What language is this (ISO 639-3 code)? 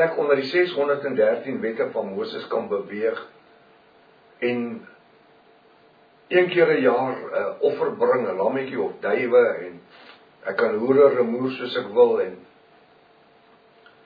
afr